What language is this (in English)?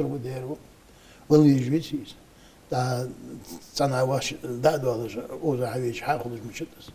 Ingush